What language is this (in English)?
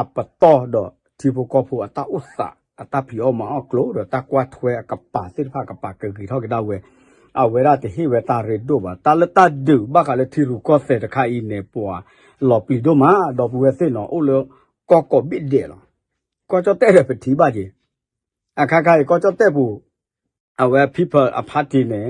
S'gaw Karen